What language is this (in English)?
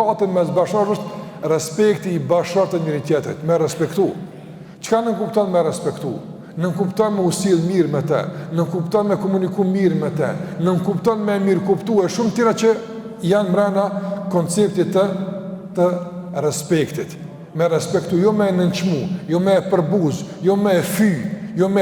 Albanian